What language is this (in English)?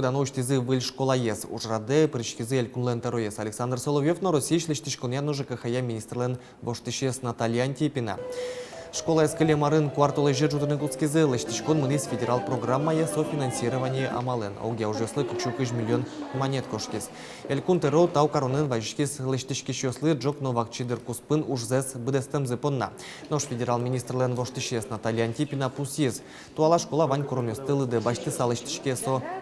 Udmurt